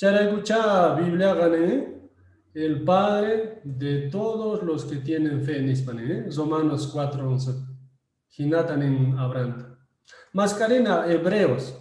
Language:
Quechua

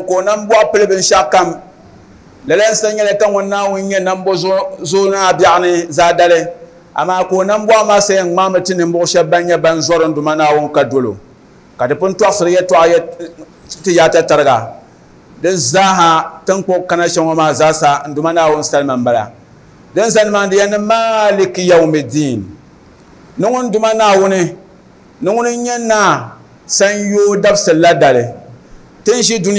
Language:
Dagbani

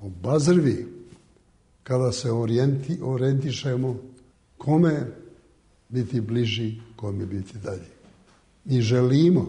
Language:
Serbian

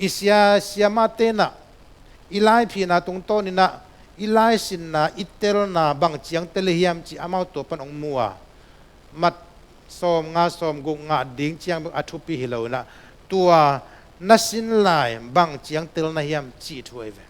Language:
Tedim Chin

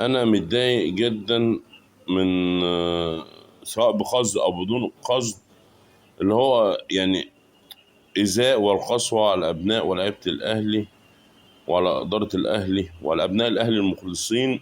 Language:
Egyptian Arabic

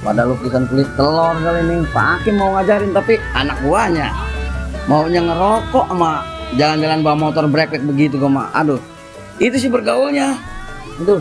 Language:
Betawi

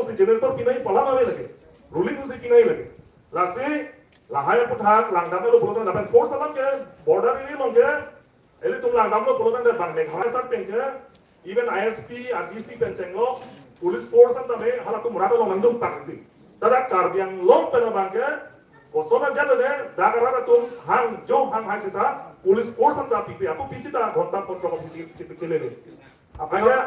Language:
Karbi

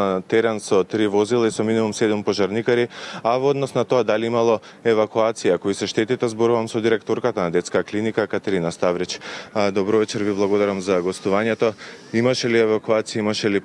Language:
Macedonian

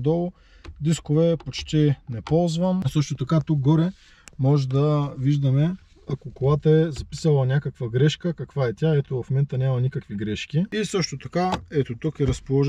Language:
Bulgarian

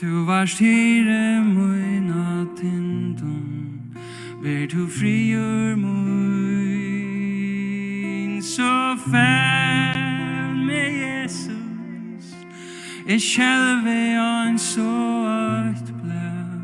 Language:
Faroese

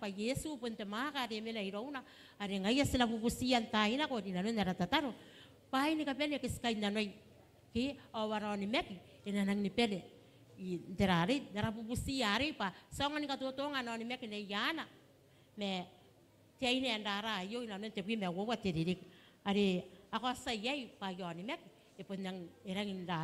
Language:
Gilbertese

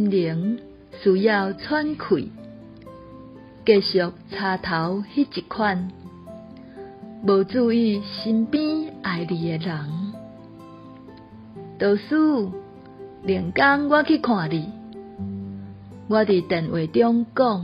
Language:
Min Nan Chinese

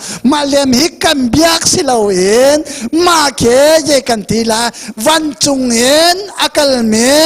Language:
Hakha Chin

